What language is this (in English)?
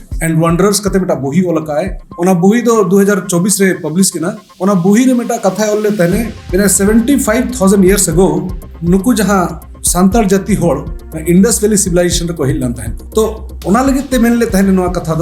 Santali